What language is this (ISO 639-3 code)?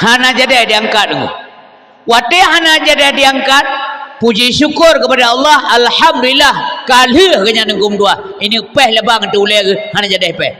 ace